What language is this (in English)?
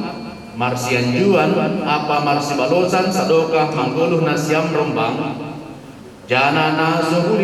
Batak Simalungun